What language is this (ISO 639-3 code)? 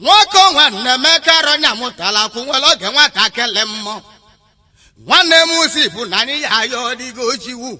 ibo